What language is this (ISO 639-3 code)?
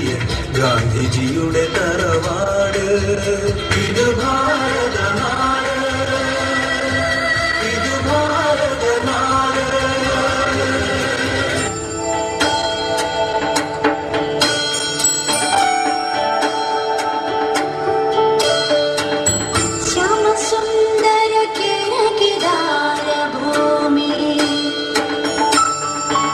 mal